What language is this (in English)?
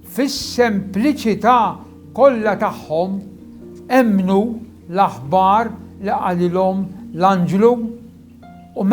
Maltese